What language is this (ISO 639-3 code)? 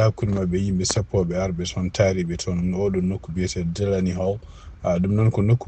ful